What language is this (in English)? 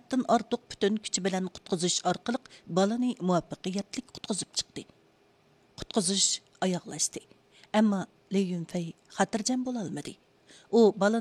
Uyghur